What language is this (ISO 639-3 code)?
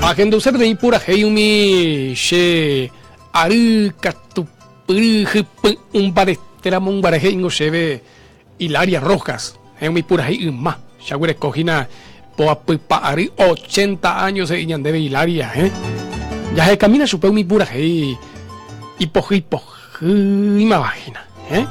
grn